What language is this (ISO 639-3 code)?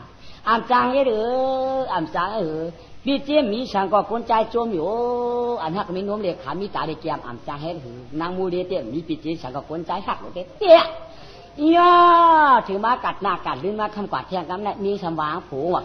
shn